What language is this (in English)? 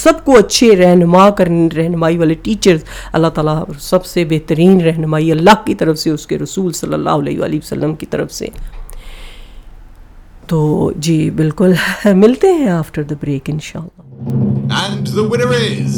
Urdu